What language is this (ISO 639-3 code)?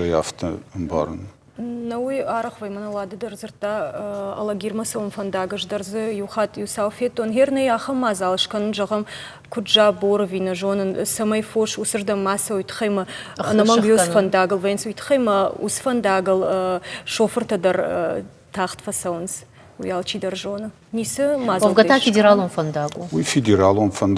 oss